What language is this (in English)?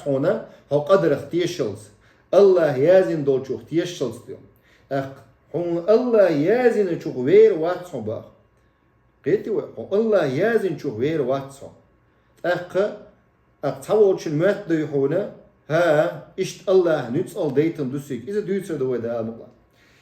Chechen